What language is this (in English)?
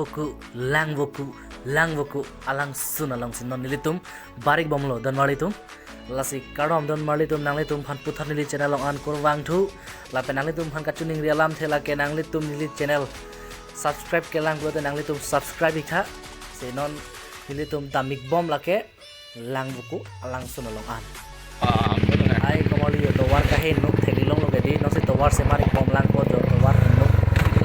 Karbi